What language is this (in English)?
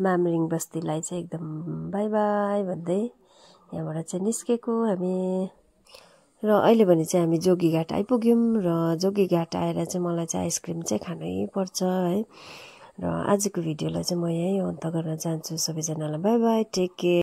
Nepali